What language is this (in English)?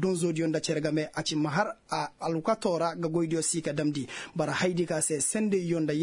Koyraboro Senni